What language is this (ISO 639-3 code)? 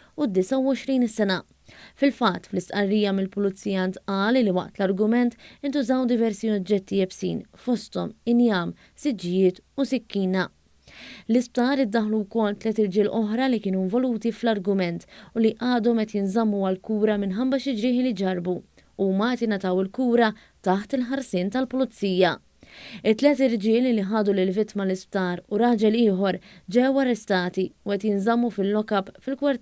mlt